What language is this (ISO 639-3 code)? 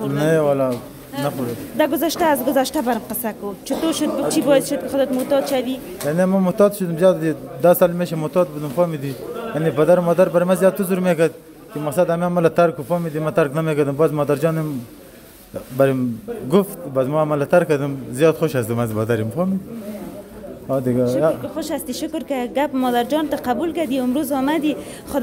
fas